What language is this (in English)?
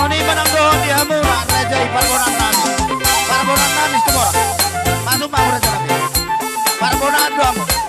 Batak Toba